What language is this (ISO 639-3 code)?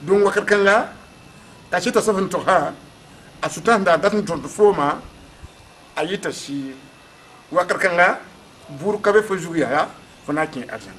mos